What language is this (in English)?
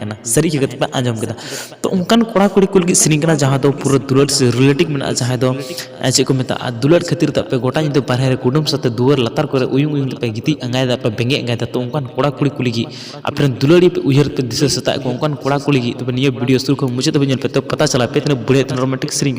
Santali